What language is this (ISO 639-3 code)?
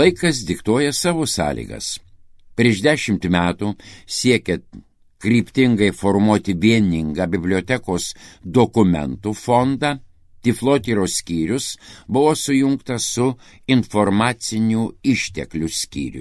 lit